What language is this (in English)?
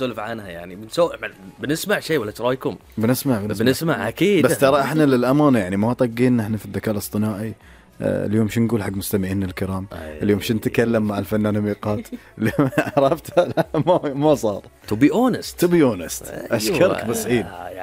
Gulf Arabic